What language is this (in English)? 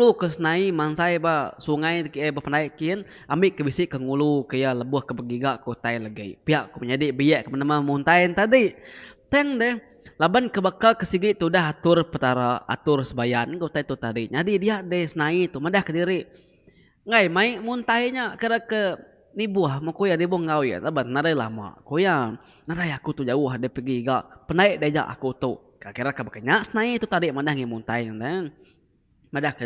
Iban